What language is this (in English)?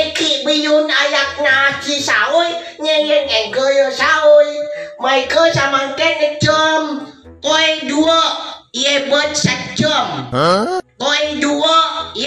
Madurese